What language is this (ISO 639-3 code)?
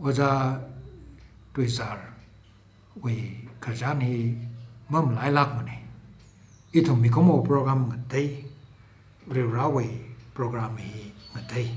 nmf